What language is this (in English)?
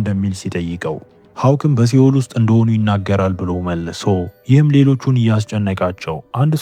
Amharic